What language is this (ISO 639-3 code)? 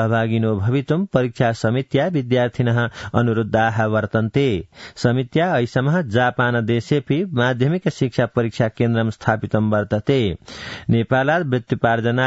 san